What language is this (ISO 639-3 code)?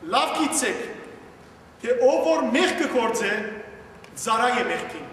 hyw